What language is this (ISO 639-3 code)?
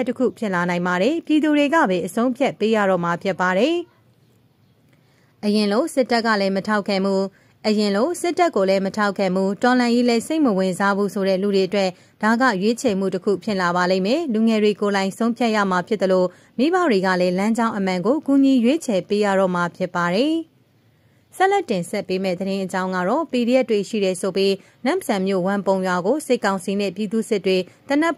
mya